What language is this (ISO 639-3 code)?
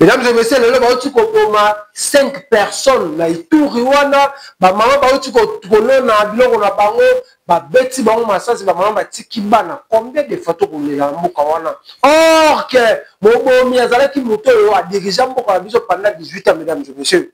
lin